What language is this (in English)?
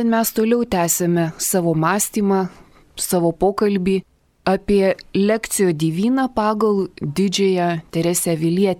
Lithuanian